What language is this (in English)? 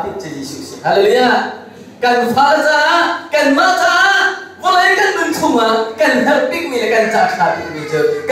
Hakha Chin